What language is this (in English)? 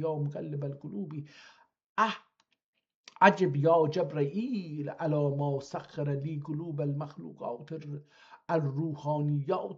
South Azerbaijani